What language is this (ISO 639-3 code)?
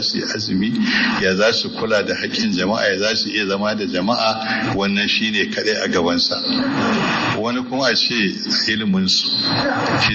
hau